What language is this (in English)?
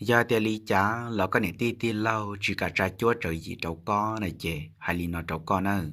Hmong